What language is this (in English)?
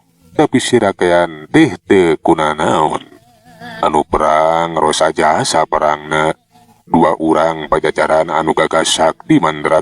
Sundanese